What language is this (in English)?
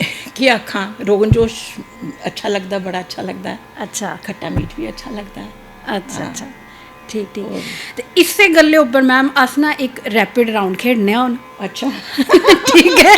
Dogri